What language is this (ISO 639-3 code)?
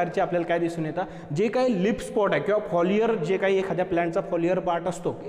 mar